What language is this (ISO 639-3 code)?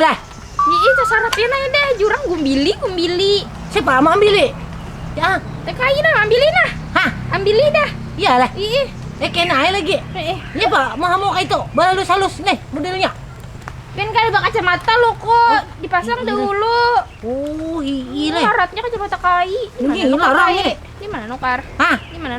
bjn